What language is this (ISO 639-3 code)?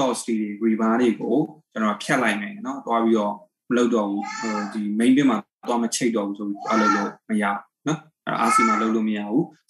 mya